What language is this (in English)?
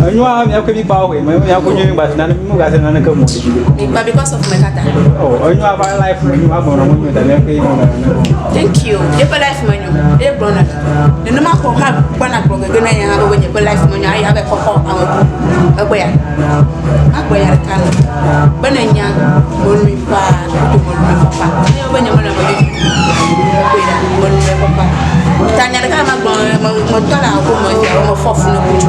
Ewe